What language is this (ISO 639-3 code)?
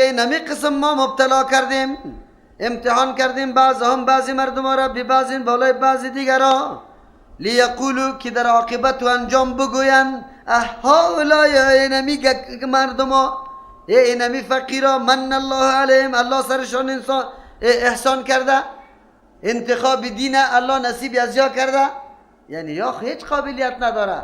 fas